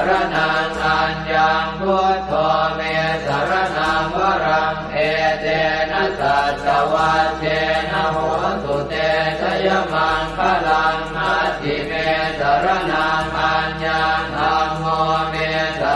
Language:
Pali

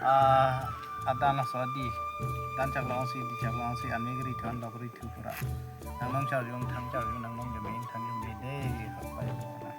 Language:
Karbi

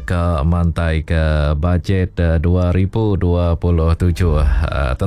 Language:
Iban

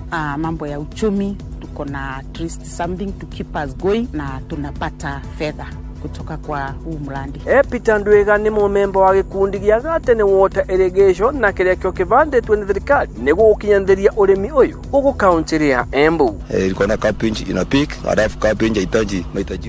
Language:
Swahili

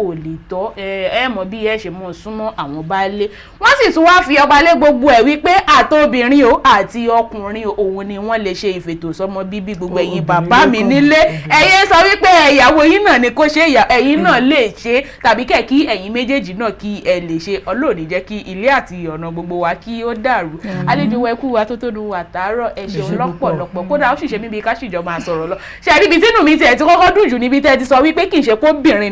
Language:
Yoruba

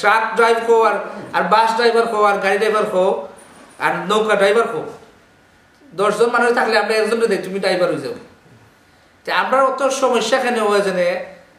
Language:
Bangla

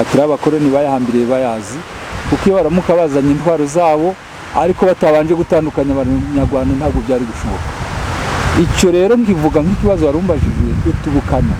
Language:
Kinyarwanda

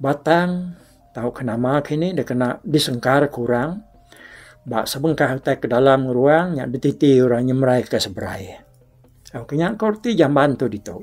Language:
Iban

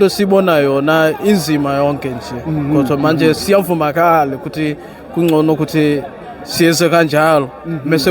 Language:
Zulu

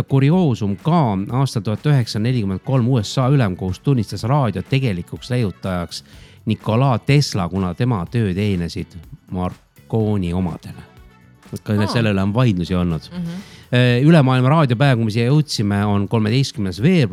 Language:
Estonian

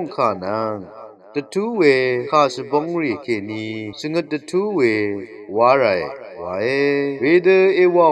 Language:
Rawang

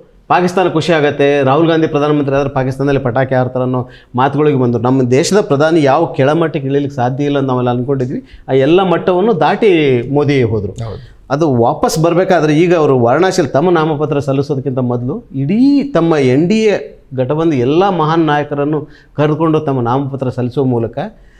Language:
Kannada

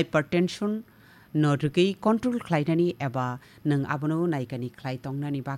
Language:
Kok Borok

